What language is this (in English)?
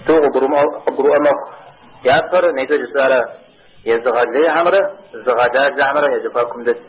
Kabardian